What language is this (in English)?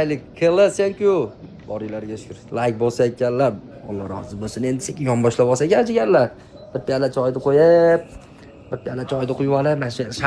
Uzbek